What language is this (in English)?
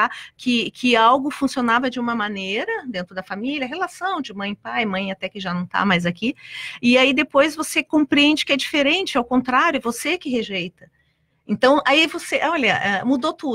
Portuguese